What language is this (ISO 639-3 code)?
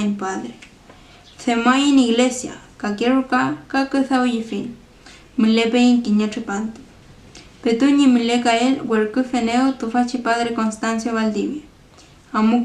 arn